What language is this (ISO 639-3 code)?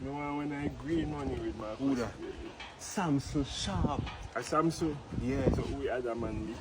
jam